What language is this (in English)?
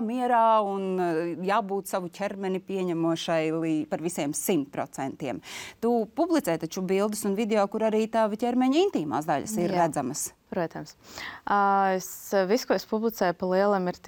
Latvian